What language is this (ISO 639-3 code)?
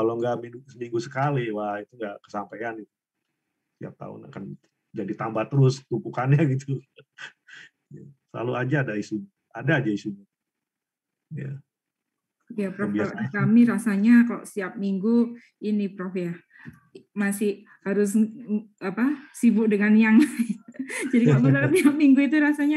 ind